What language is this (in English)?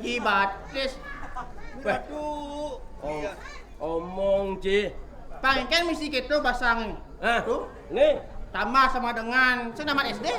Balinese